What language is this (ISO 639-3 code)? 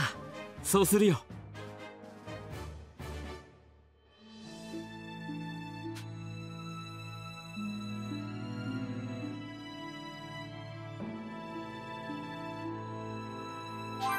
jpn